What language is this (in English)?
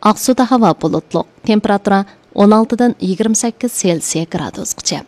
Uyghur